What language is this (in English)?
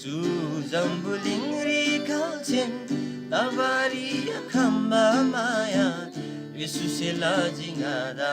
Eastern Tamang